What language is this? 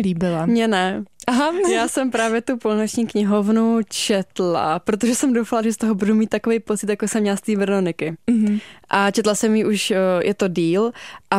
Czech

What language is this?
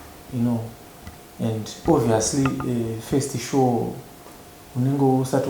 Shona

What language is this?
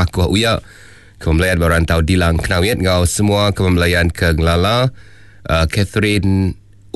Iban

